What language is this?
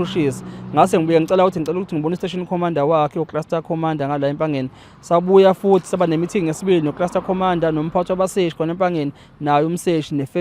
Zulu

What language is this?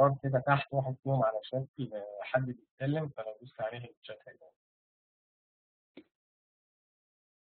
Egyptian Arabic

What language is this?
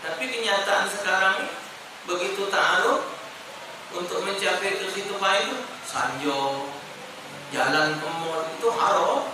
Musi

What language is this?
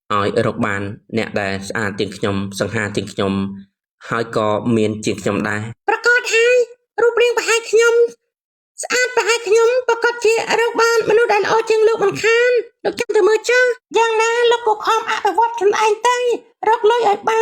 Khmer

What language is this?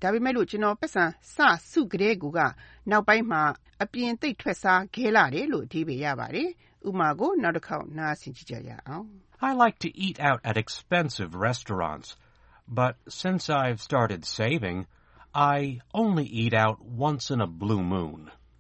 Burmese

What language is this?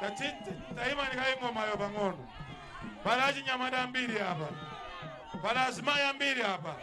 Nyanja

